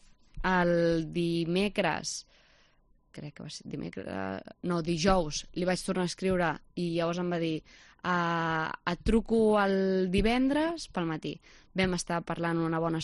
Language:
Catalan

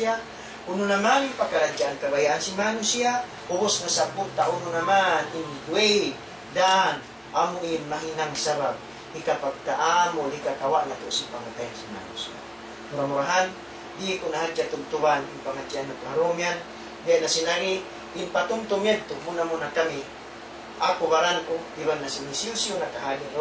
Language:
Tausug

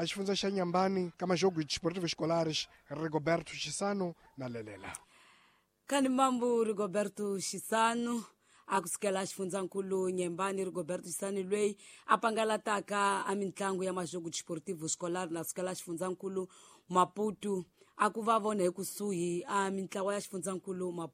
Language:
Tsonga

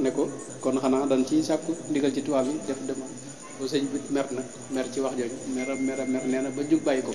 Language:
Wolof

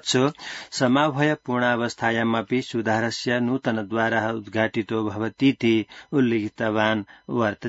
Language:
Sanskrit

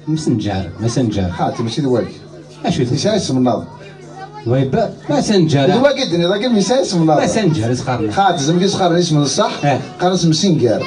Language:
Kabyle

